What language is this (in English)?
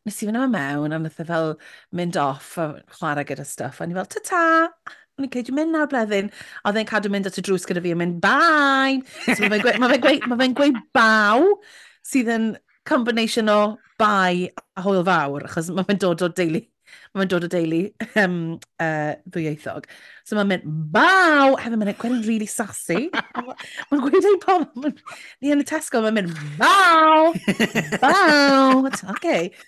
Welsh